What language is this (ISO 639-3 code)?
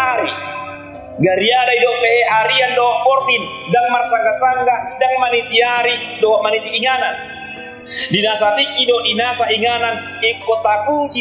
bbc